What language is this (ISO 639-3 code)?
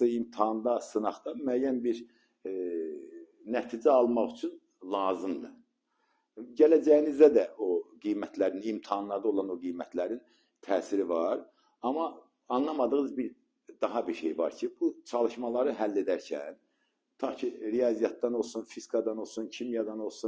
aze